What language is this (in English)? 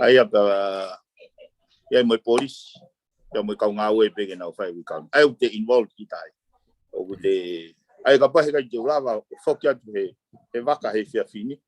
Tongan